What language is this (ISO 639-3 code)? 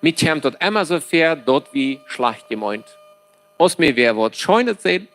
pdt